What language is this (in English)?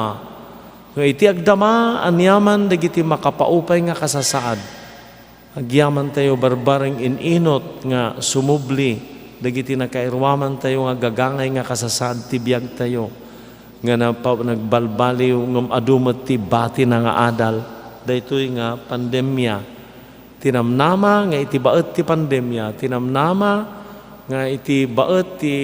Iloko